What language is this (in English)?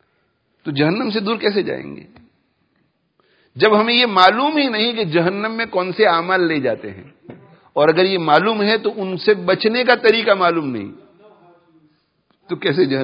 Urdu